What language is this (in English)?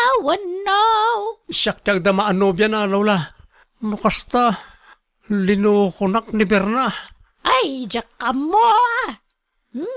Iloko